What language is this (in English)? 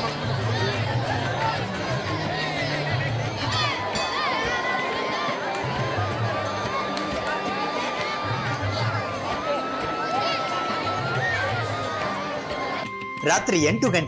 Kannada